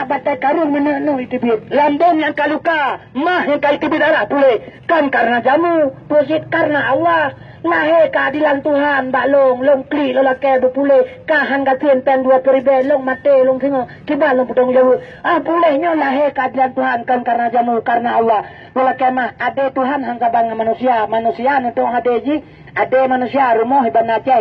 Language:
Achinese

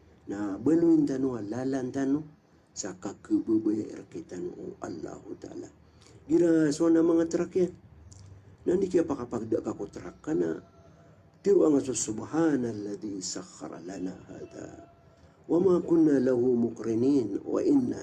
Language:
Maranao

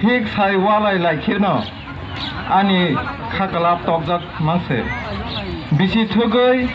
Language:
Kok Borok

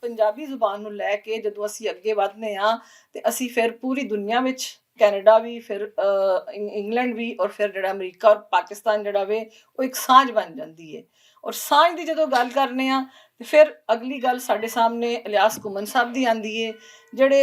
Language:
Western Panjabi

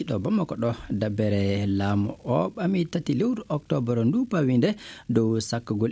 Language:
Maasina Fulfulde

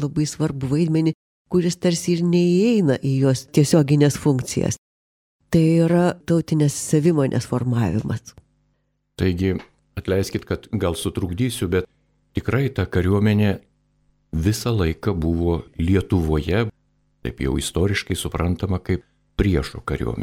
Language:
Lithuanian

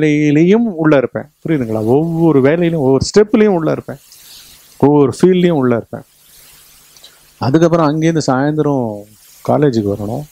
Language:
Tamil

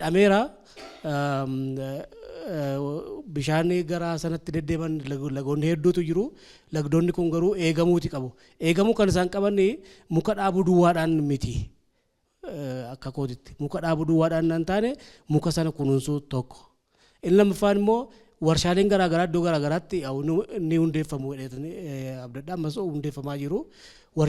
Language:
Oromo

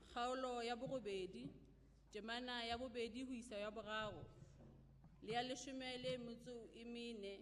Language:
Southern Sotho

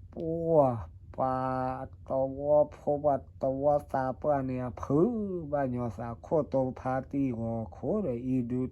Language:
S'gaw Karen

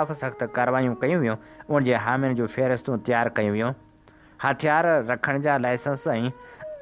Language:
Sindhi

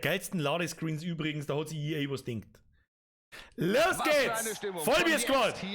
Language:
Bavarian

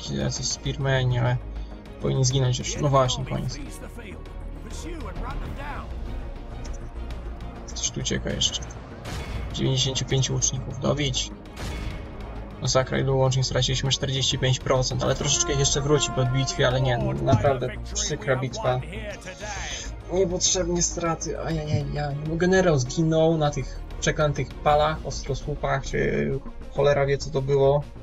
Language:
Polish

